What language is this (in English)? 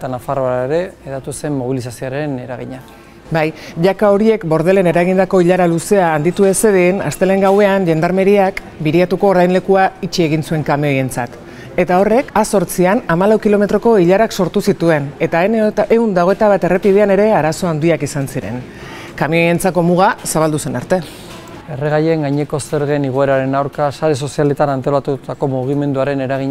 Basque